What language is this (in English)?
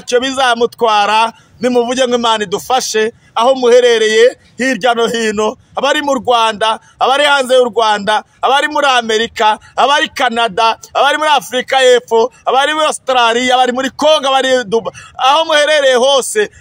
Kinyarwanda